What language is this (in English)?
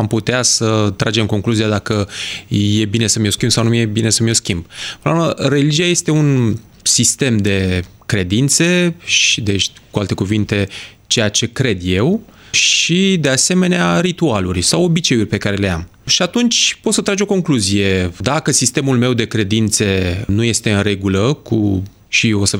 Romanian